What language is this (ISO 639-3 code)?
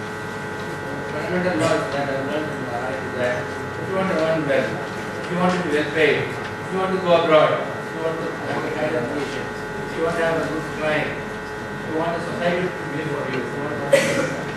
eng